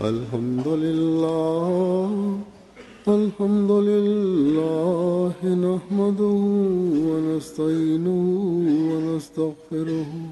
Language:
Bosnian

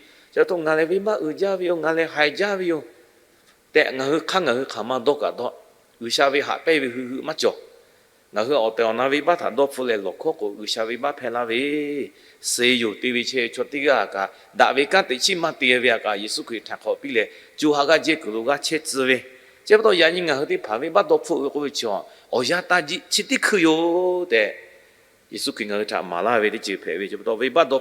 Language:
Lahu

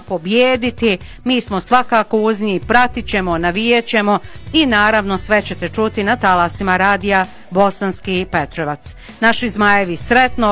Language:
Bosnian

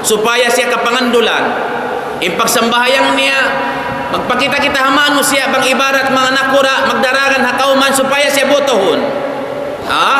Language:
Tausug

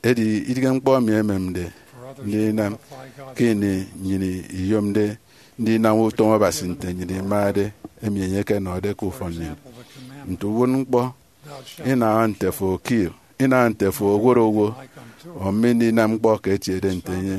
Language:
Efik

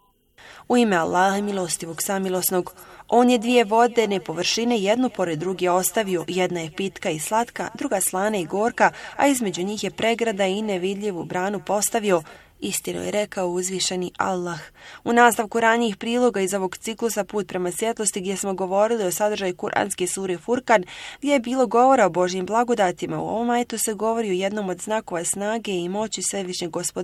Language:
Bosnian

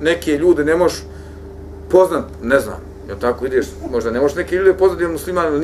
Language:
Bosnian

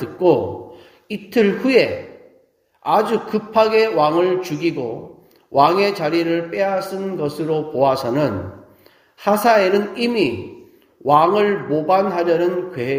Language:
Korean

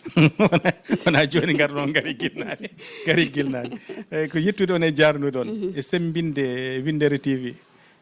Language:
Fula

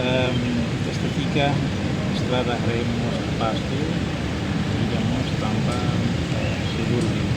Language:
Tetum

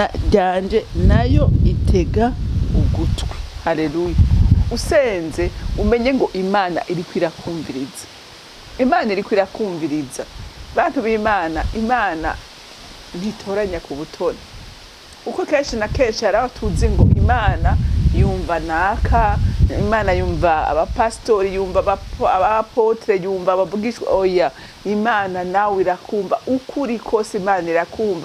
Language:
Rundi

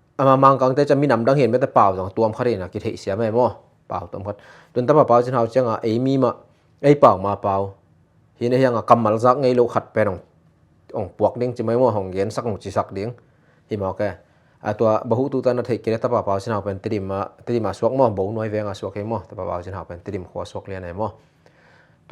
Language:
Tedim Chin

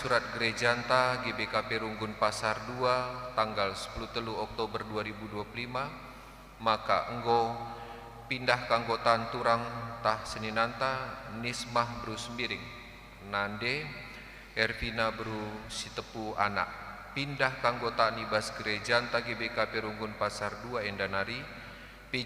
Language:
Batak Karo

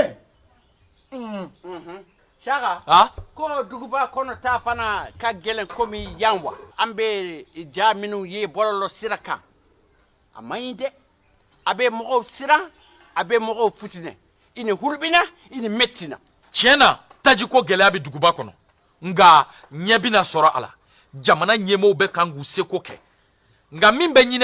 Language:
Bambara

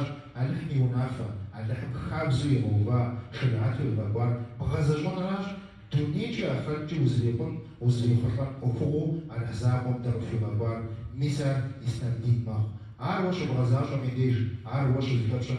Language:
Kabardian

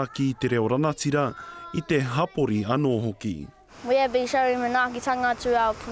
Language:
Māori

